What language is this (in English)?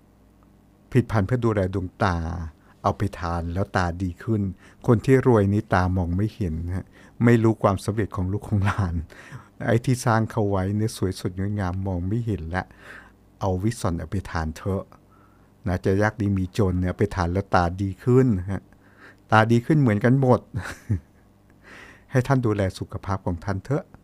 Thai